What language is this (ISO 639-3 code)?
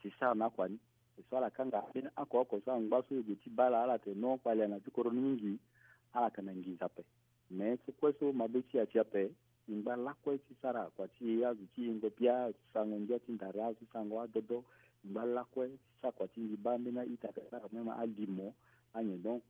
sag